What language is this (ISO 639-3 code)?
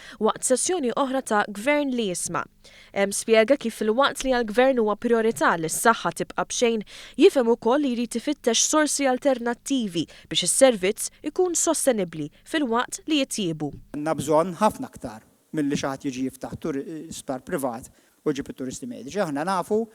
mlt